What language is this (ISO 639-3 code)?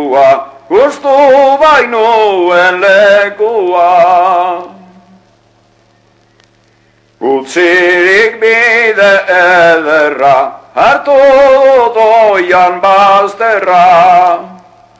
eus